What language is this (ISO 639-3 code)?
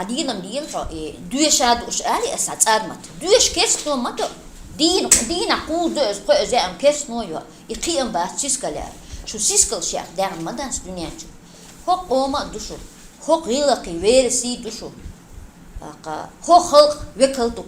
che